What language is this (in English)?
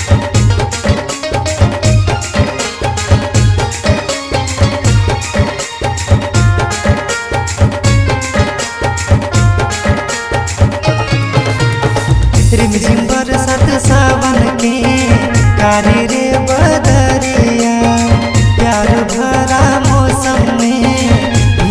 Bhojpuri